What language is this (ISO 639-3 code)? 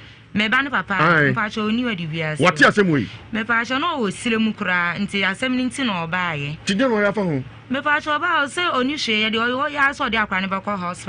aka